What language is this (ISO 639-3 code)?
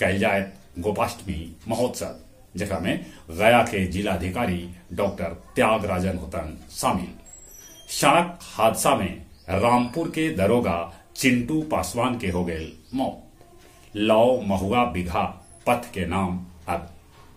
mag